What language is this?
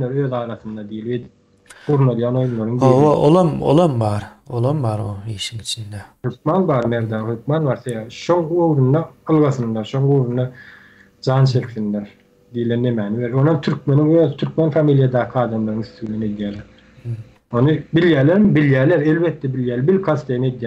Turkmen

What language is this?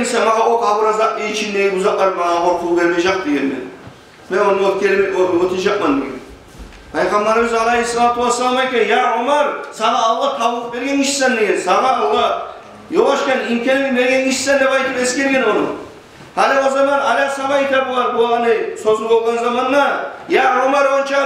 Kumyk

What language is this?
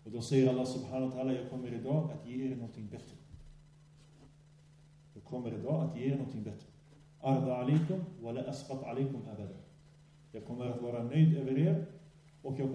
Swedish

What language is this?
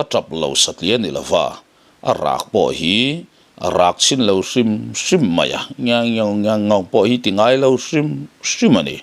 Mizo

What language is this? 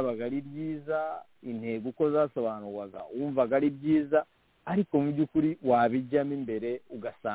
Kinyarwanda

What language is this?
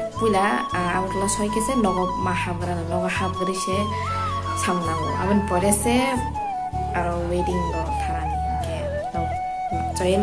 Kok Borok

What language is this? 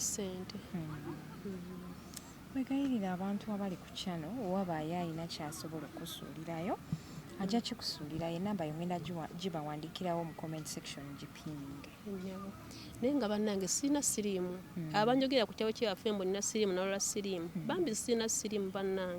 Ganda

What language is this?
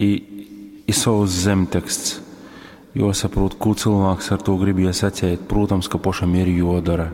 Latgalian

